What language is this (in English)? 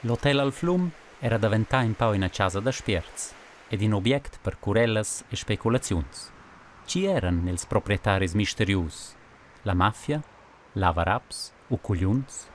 Romansh